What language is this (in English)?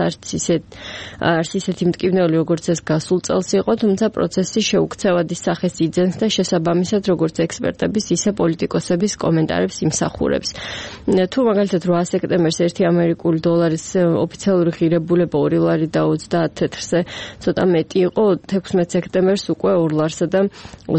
Georgian